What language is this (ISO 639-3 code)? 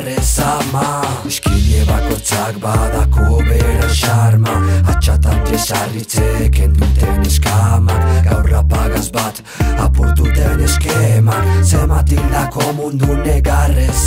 eus